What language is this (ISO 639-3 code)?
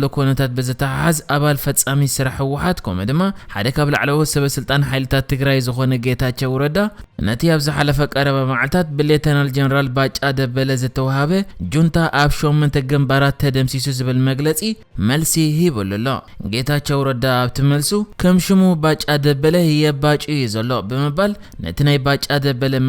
tir